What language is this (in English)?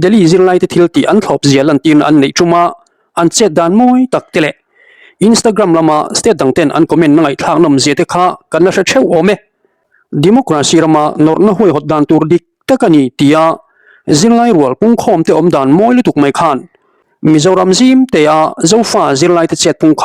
Mizo